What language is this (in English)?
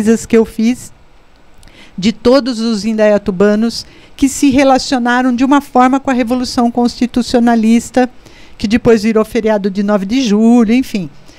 Portuguese